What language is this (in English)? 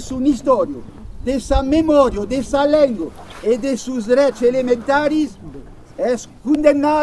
Occitan